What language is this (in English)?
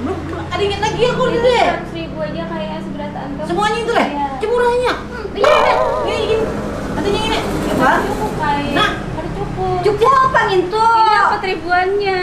Banjar